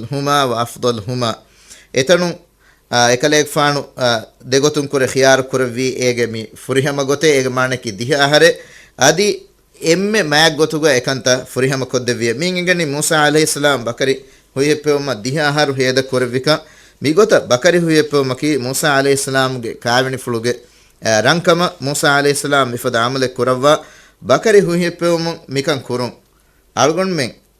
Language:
Divehi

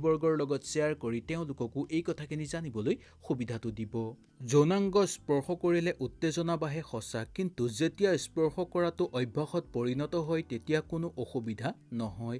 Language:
Assamese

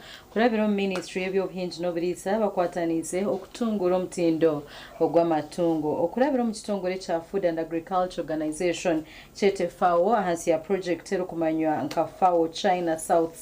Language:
Nyankole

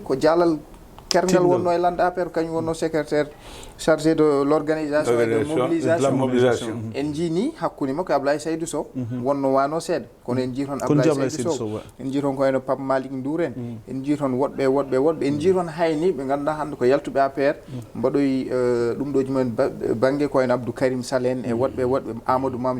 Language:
Fula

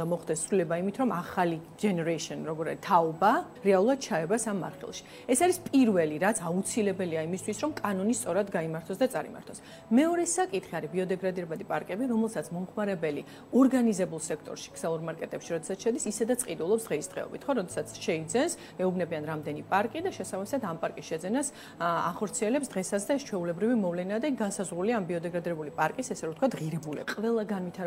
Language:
Georgian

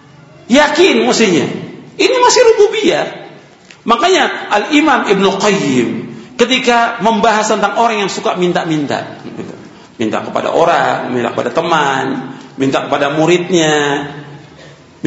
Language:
Indonesian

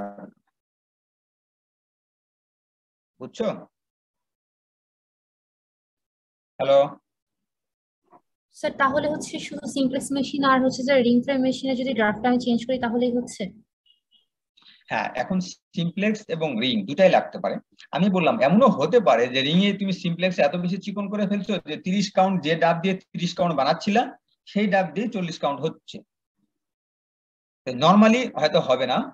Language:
Bangla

